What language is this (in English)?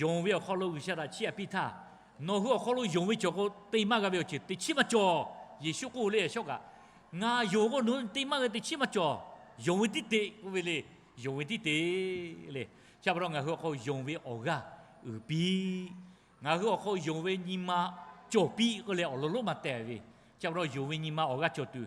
Lahu